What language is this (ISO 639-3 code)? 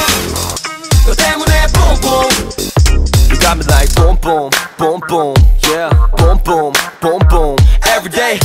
kor